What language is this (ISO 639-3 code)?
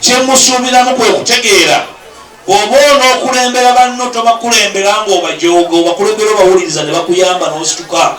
lug